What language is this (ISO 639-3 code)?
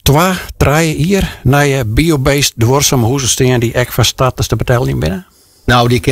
fry